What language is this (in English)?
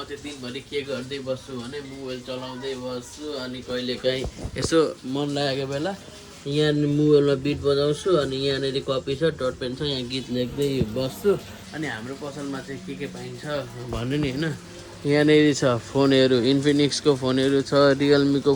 Nepali